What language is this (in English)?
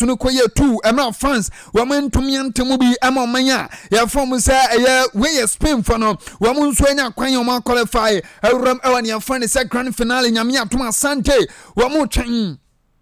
Akan